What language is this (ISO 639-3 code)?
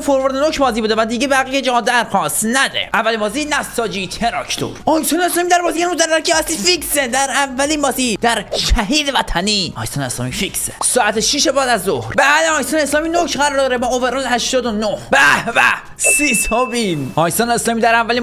fas